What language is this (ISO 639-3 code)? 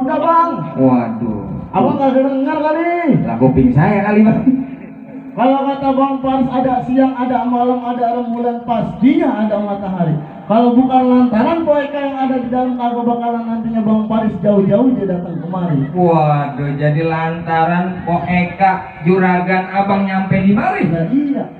bew